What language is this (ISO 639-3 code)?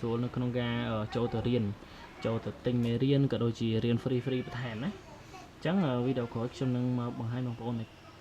khm